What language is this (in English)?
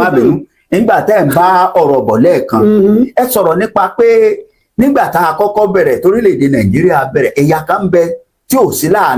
Yoruba